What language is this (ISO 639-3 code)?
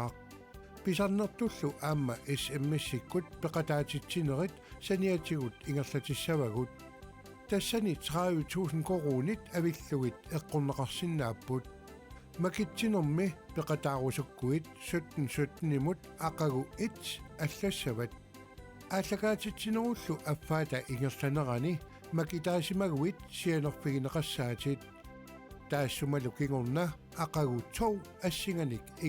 kal